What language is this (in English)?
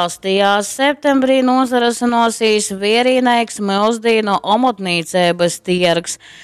Latgalian